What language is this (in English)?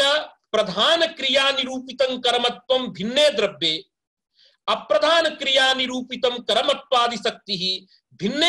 Sanskrit